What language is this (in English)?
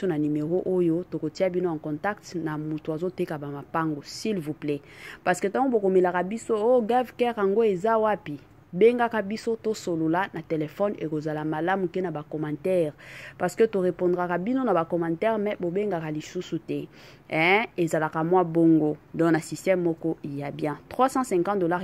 Lingala